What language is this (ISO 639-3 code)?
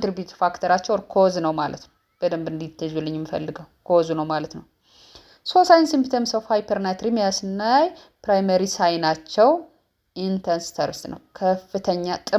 amh